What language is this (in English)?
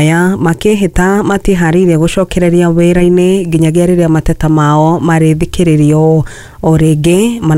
Kikuyu